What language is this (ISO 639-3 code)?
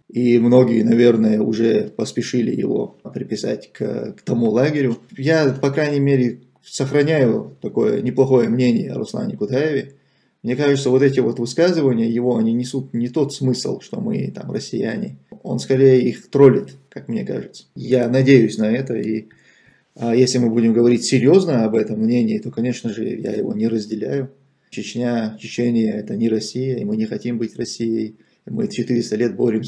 rus